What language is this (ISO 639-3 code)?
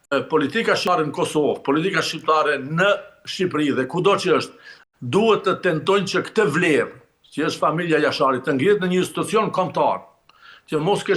sqi